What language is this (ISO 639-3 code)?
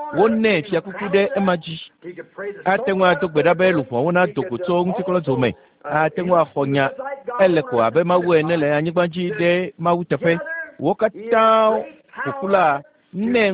ewe